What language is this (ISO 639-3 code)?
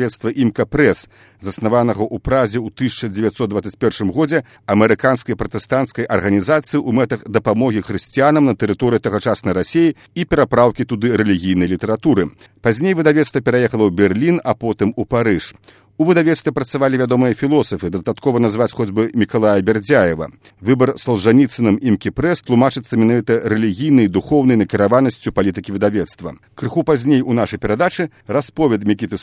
bel